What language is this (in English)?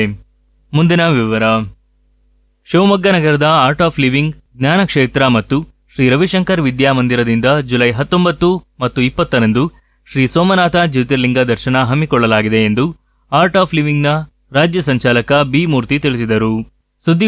Kannada